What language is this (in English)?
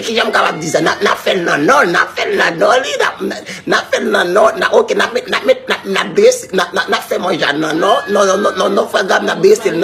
Haitian Creole